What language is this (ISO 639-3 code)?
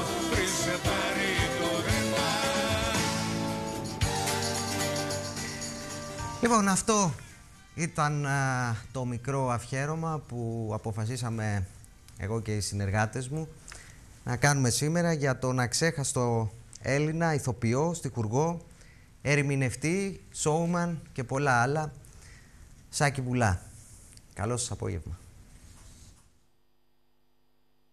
ell